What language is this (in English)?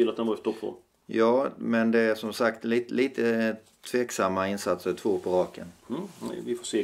Swedish